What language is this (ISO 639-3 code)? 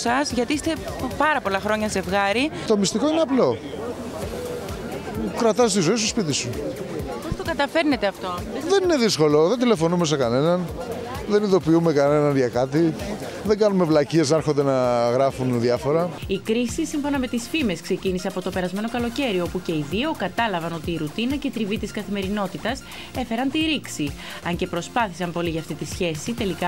ell